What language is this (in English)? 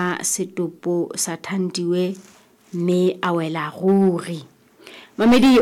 Southern Sotho